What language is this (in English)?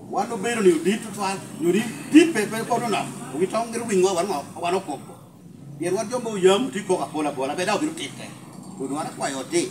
Lango (Uganda)